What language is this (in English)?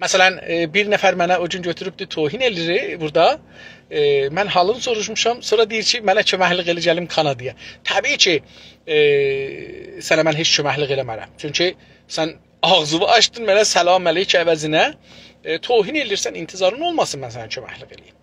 South Azerbaijani